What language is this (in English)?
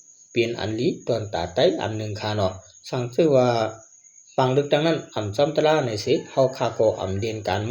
Shan